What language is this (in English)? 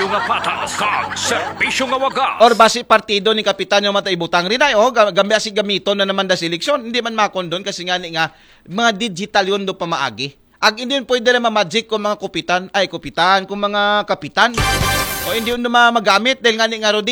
Aklanon